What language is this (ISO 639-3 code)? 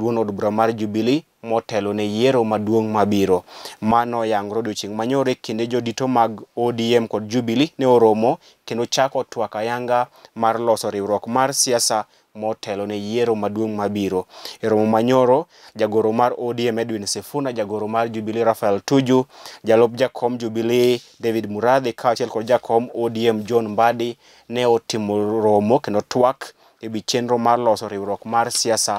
luo